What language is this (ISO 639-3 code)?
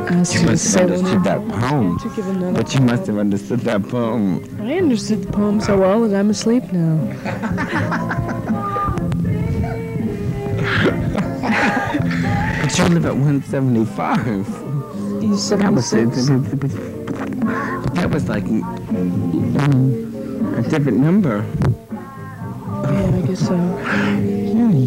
eng